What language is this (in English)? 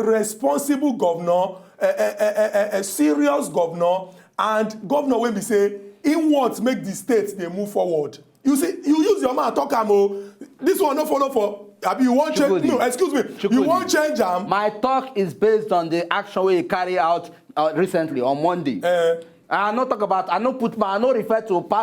Nigerian Pidgin